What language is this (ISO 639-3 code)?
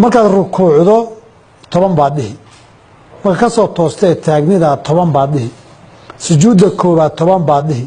som